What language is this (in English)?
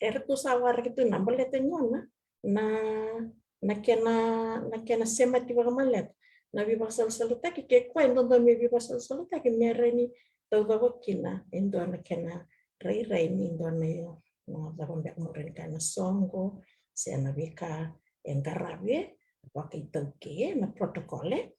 Fijian